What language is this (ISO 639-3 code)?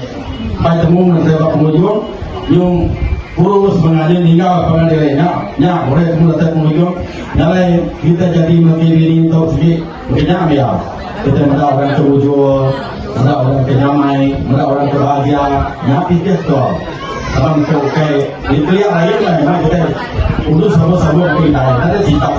iba